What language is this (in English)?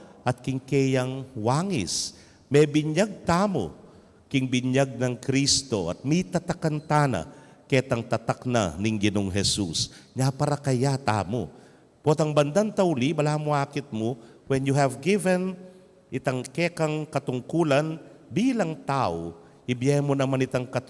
Pampanga